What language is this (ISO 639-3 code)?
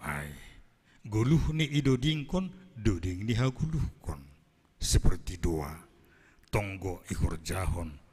bts